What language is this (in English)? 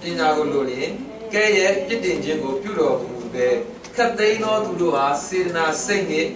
Burmese